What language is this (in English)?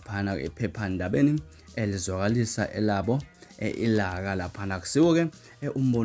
Zulu